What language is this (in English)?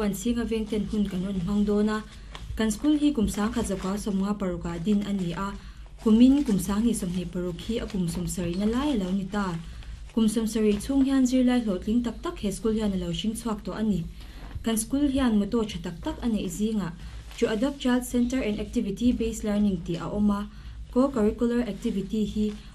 Mizo